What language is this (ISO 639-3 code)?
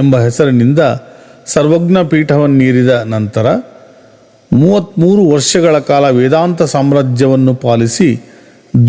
kan